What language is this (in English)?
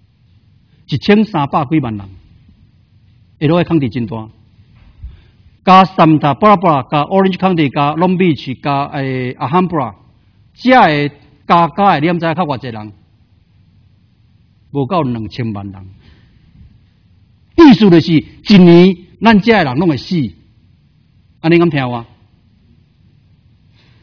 Min Nan Chinese